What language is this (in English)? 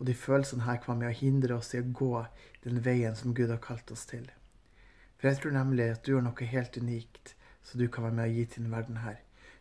Norwegian